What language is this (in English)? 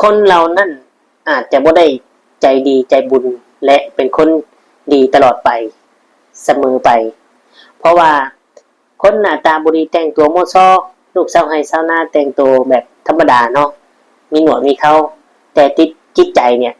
Lao